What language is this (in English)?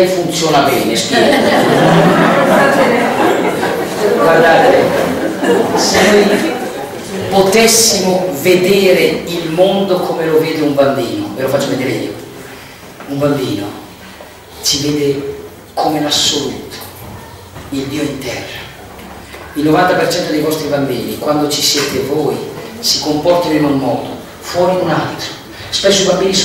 Italian